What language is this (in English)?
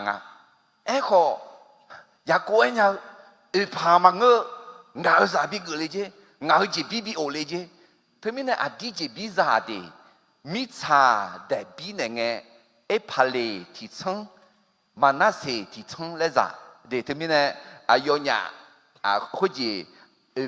Akha